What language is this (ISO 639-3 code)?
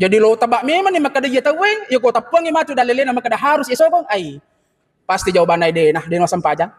bug